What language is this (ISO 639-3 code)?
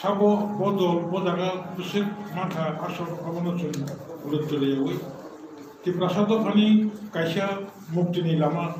trp